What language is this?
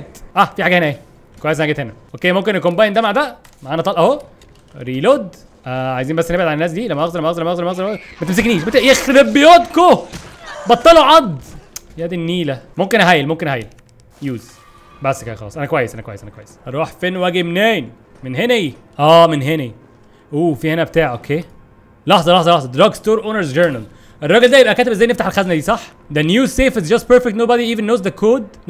Egyptian Arabic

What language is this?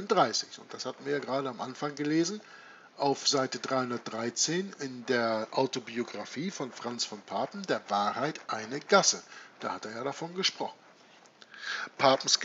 German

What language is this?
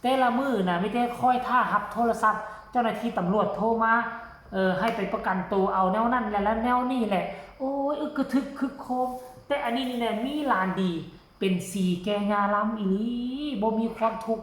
Northeastern Thai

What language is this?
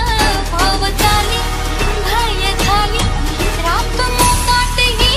Marathi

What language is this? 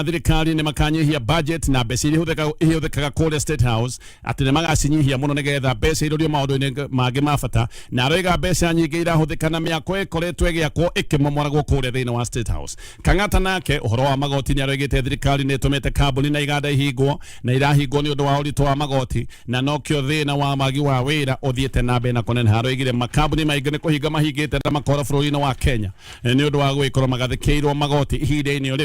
Kikuyu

